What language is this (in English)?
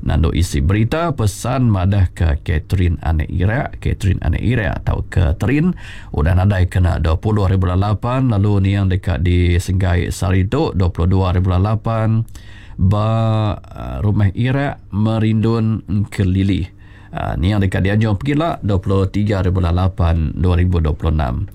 Iban